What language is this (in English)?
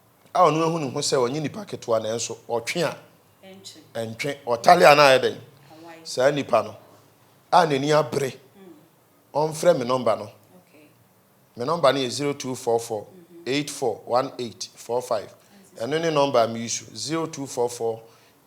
Akan